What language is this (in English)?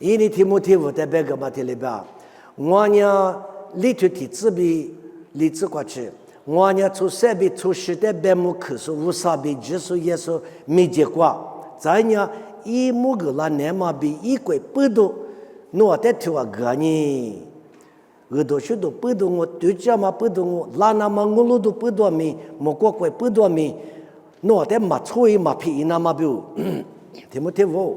Lisu